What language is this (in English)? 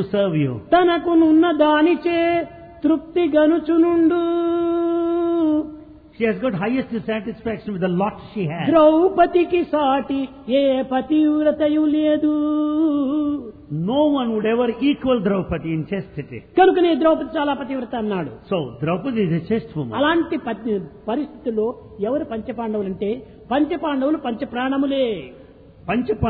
Telugu